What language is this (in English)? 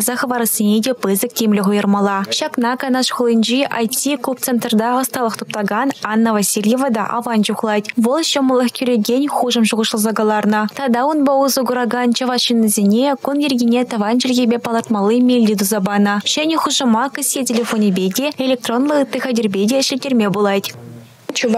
Chuvash